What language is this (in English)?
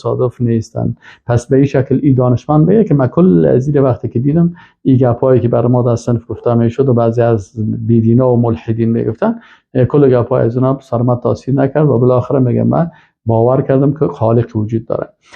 Persian